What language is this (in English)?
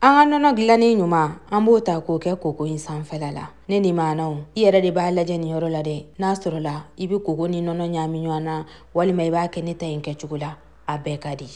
Bambara